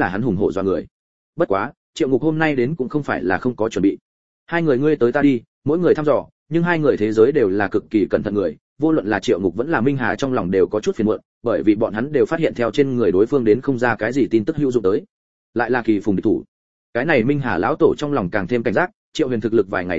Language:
Vietnamese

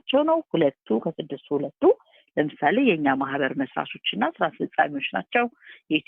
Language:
Amharic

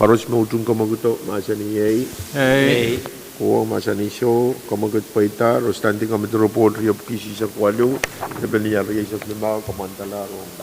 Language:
Pohnpeian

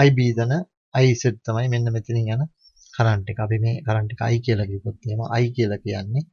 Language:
Sinhala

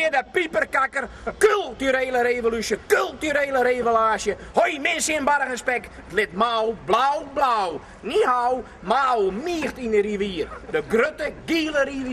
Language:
Western Frisian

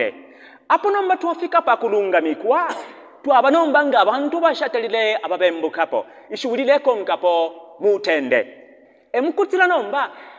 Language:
Bemba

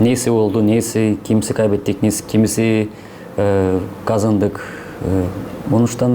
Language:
Gagauz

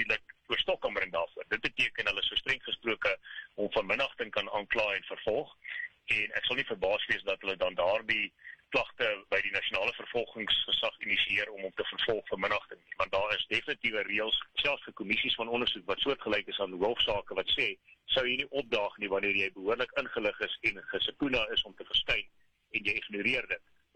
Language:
Afrikaans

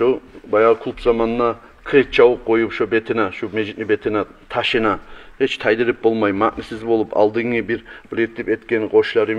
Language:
Kumyk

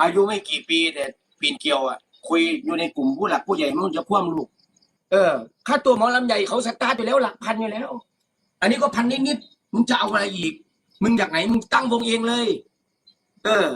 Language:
Northeastern Thai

